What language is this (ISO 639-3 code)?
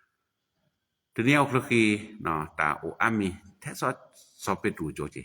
ksw